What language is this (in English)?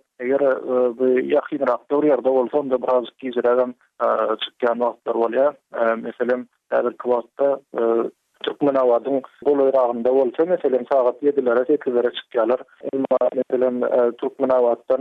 Turkmen